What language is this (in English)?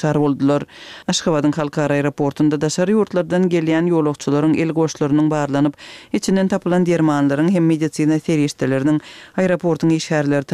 Turkmen